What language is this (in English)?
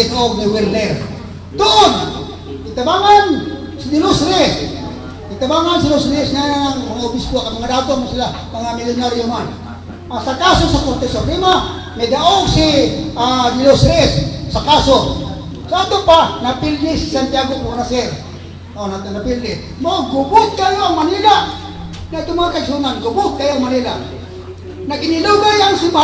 Cebuano